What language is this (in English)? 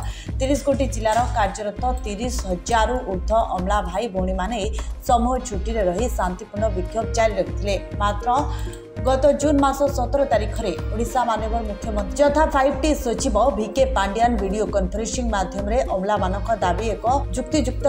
Odia